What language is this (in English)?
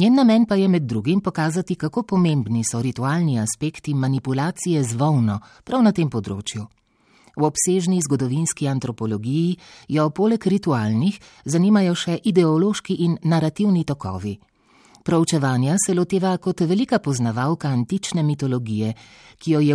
Slovenian